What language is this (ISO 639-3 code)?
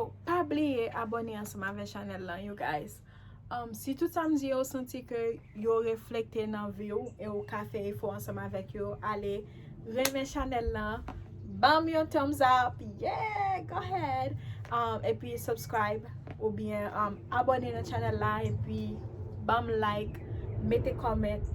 hat